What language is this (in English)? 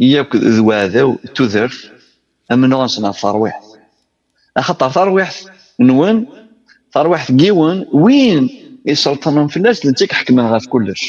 Kabyle